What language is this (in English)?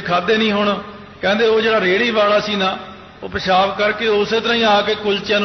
Punjabi